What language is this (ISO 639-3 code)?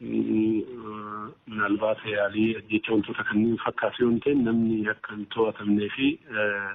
orm